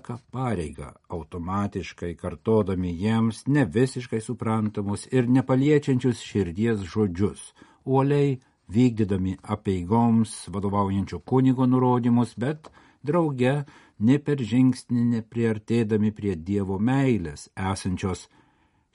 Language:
Lithuanian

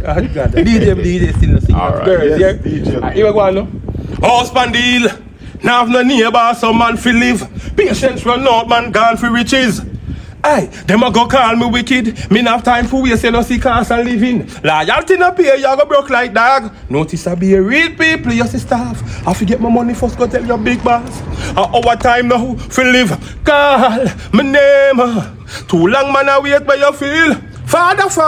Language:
Jamaican Creole English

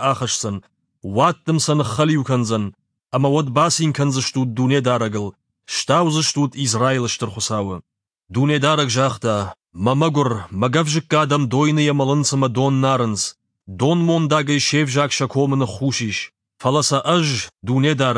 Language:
Ossetic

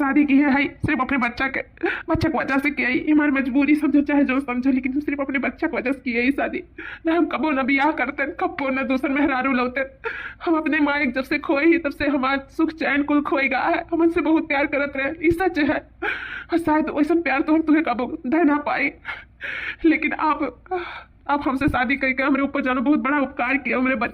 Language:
Awadhi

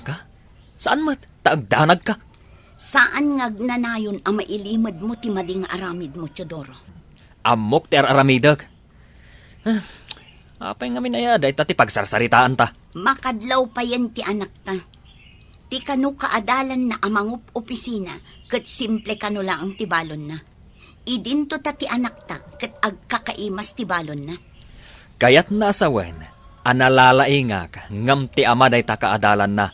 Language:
Iloko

